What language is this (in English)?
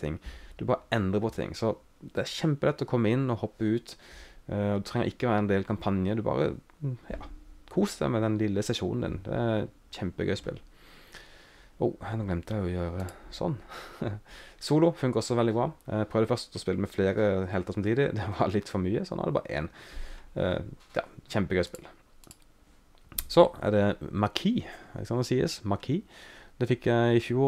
Norwegian